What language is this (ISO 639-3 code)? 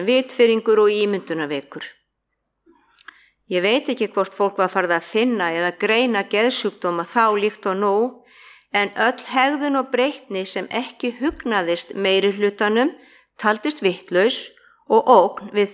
isl